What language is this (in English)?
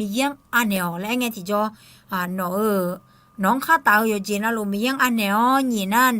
Akha